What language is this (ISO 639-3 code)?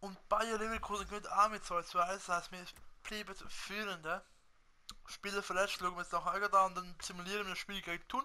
gsw